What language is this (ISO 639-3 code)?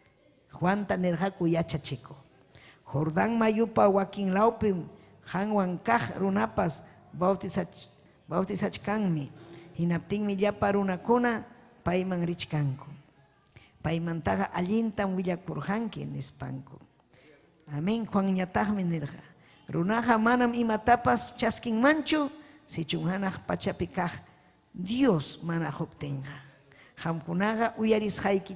quy